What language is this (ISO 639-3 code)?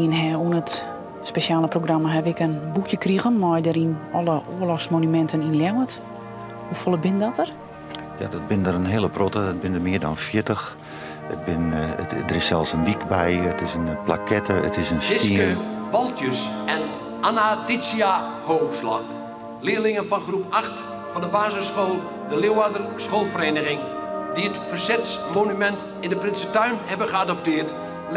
fry